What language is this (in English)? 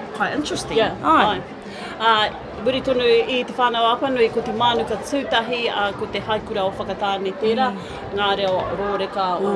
Māori